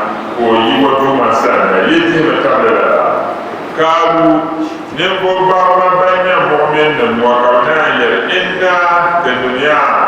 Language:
Dagbani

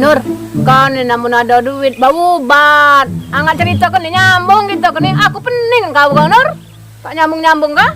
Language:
Musi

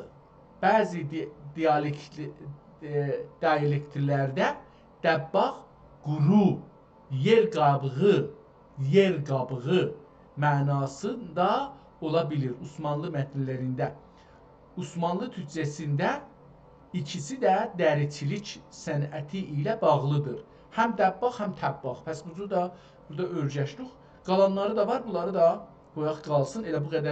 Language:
South Azerbaijani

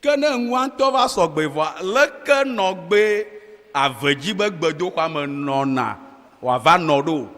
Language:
Ewe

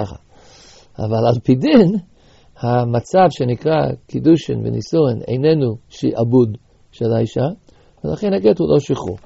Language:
Hebrew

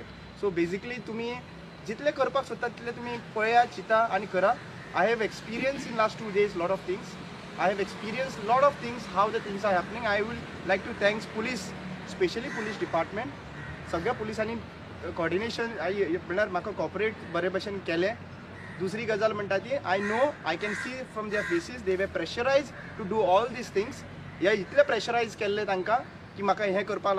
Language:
Konkani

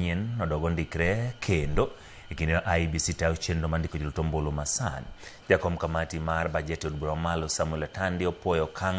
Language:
Luo (Kenya and Tanzania)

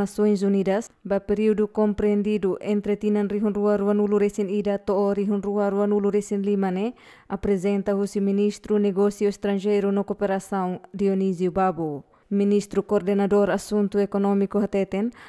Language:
Tetum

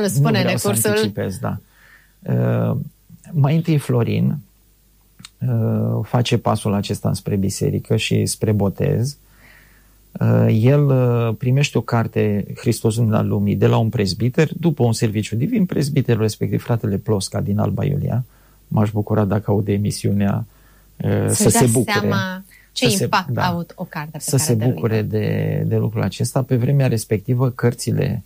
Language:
Romanian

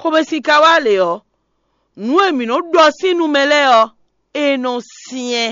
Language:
Fon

